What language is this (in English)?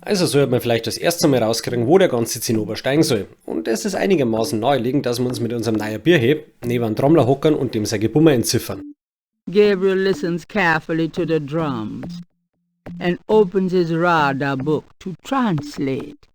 Bavarian